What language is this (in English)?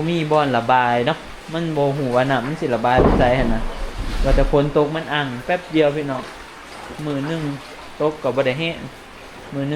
Northeastern Thai